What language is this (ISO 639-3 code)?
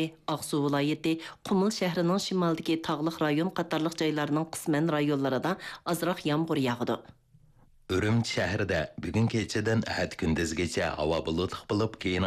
uig